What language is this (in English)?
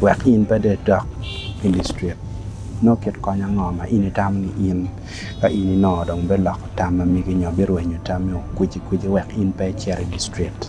Acoli